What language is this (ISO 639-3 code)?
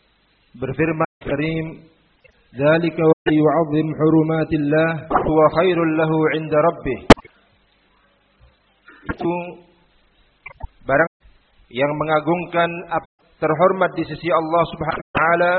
ind